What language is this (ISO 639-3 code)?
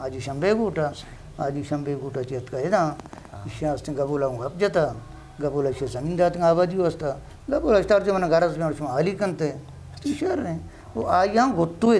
bgp